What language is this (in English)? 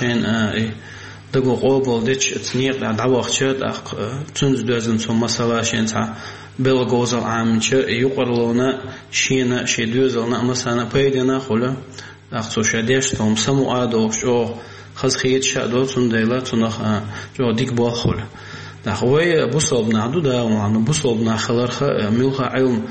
Chechen